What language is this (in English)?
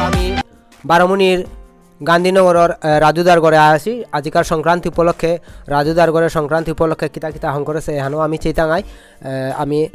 Bishnupriya